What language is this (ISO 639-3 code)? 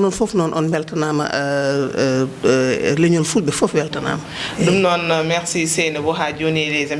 ful